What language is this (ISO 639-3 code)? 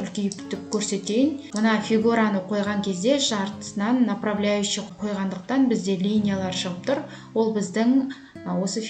kaz